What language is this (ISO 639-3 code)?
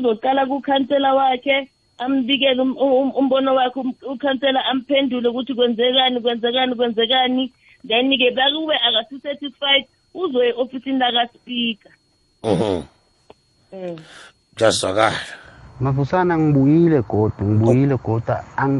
nbl